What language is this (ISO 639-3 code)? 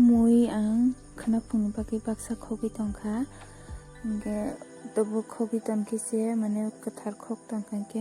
trp